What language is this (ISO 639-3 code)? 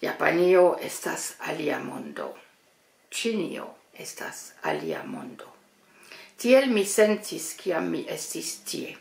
epo